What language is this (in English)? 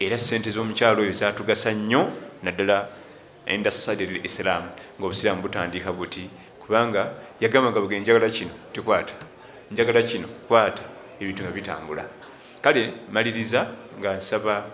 Ganda